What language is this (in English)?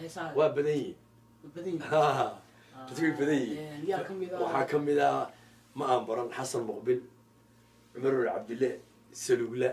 Somali